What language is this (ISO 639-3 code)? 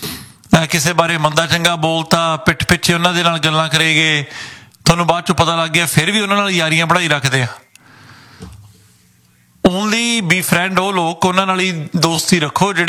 pan